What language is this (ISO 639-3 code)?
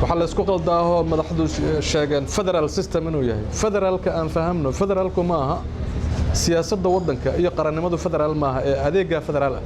som